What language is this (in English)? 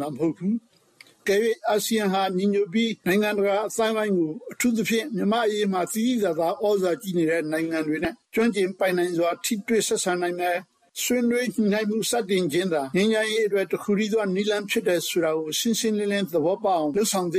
Burmese